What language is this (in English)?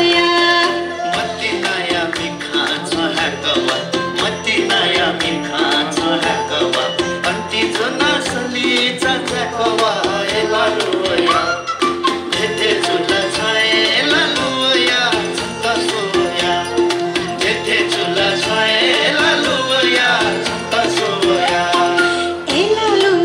Newari